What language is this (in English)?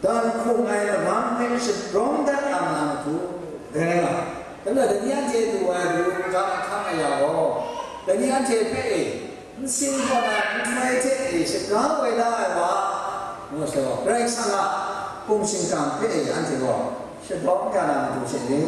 Kachin